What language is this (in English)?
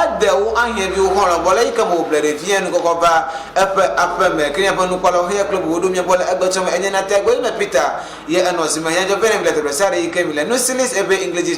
Ewe